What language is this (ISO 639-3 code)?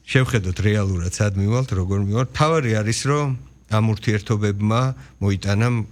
kat